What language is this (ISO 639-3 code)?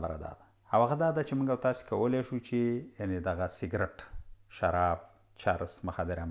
pus